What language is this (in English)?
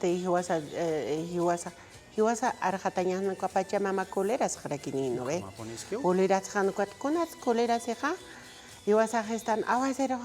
Aymara